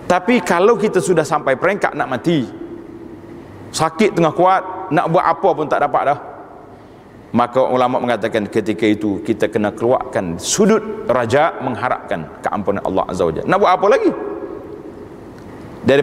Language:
Malay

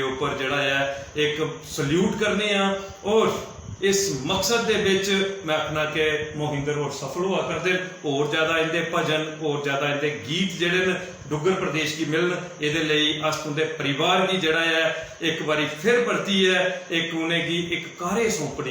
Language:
Dogri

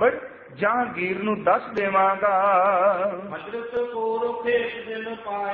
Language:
Punjabi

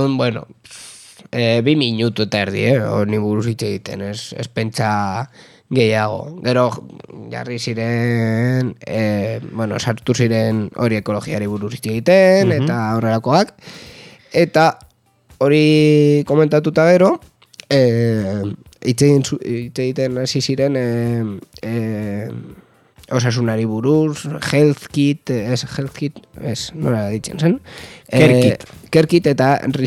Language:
Basque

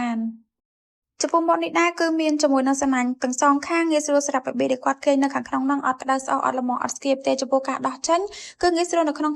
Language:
Khmer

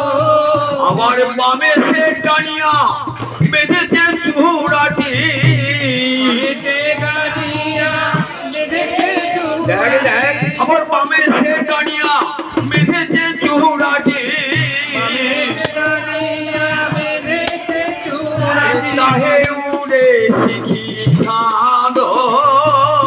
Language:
Bangla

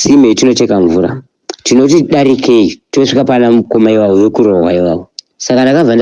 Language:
Shona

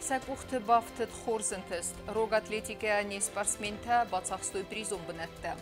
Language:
Ossetic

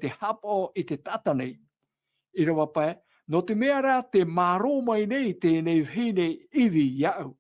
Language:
Tahitian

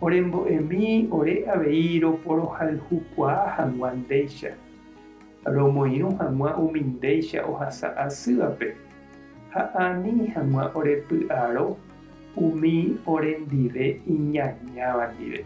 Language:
Guarani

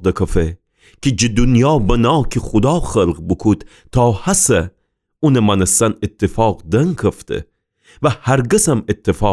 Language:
Gilaki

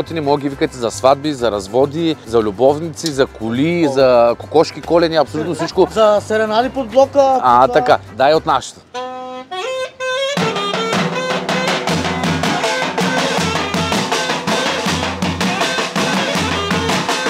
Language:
Bulgarian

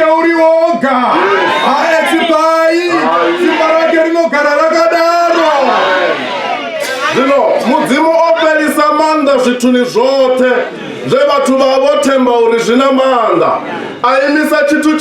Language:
Venda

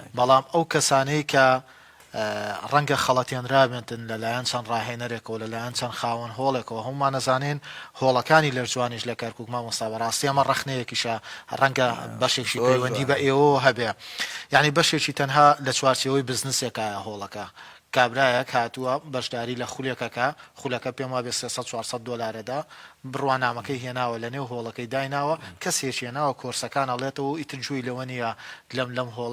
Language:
Central Kurdish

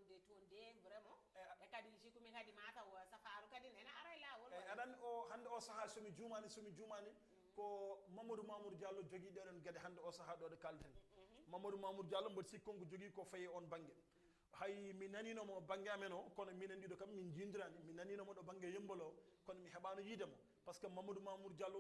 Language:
Fula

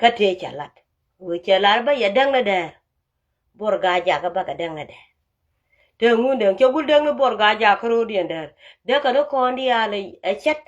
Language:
Nuer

